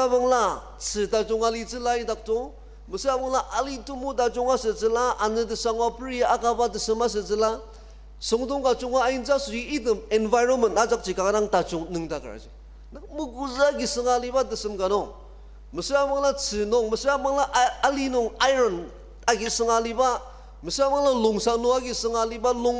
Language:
Ao Naga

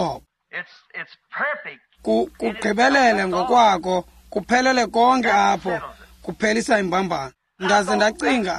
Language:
Xhosa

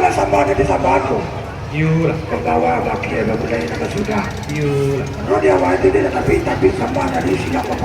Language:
Minangkabau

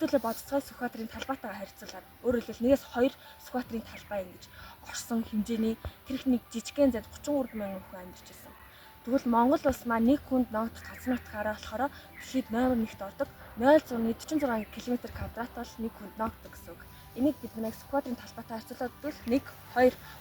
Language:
Mongolian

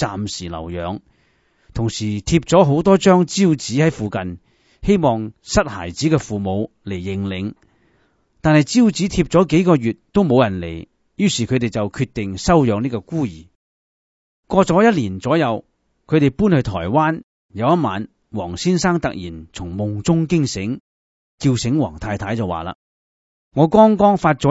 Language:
Cantonese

